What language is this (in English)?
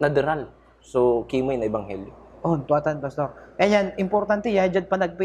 Pangasinan